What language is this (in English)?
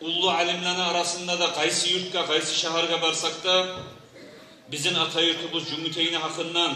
Kumyk